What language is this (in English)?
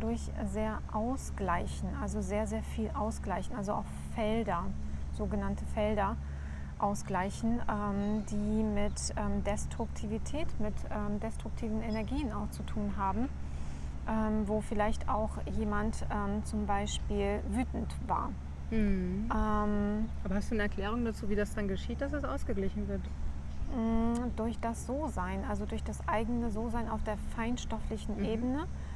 German